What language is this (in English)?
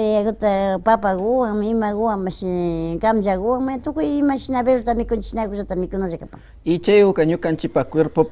Imbabura Highland Quichua